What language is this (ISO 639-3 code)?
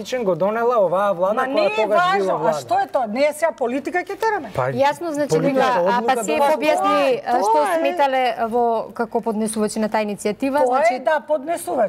mkd